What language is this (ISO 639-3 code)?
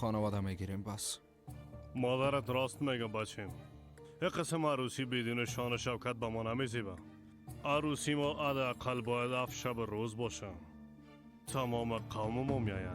fas